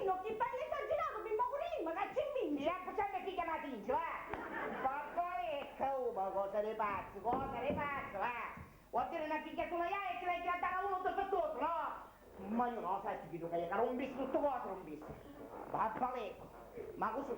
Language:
Sicilian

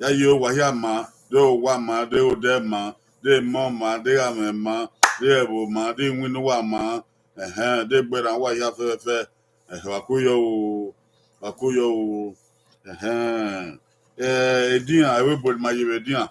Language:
Bini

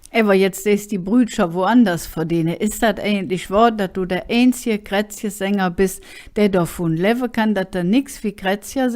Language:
Colognian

